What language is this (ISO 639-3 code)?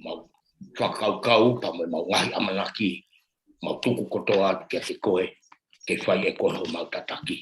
ton